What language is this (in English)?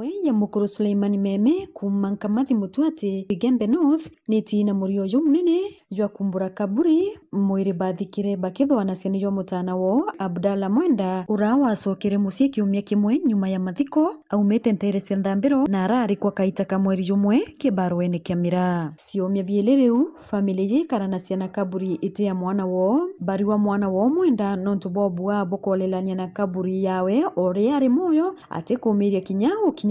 Meru